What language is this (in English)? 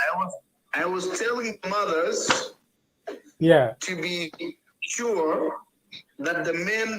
Acoli